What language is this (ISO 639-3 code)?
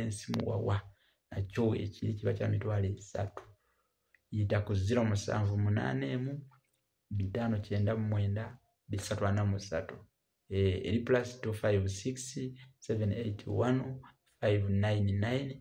lug